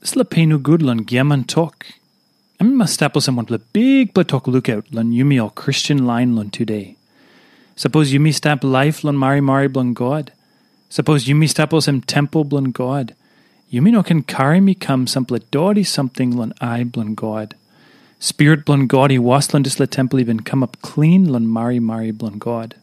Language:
Tok Pisin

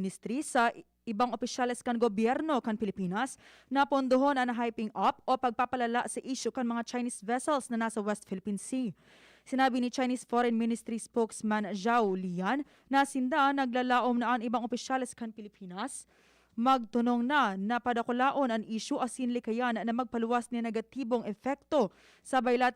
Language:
Bikol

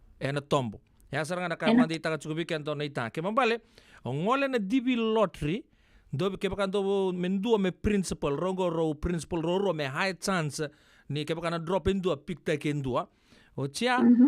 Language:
Fijian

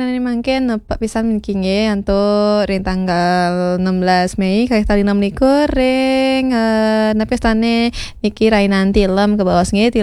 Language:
Balinese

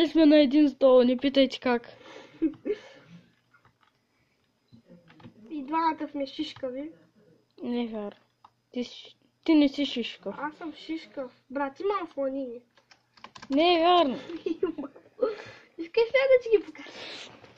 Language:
Bulgarian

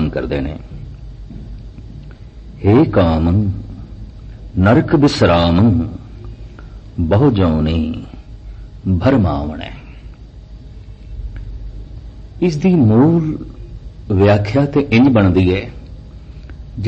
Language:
Punjabi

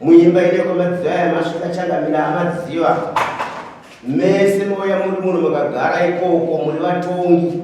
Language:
Shona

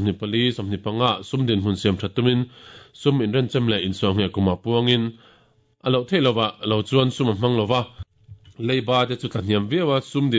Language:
Mizo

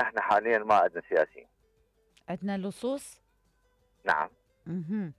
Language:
Mesopotamian Arabic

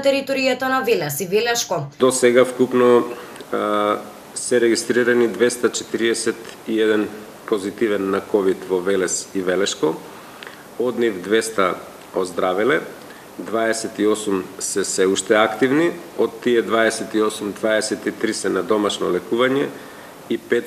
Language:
Macedonian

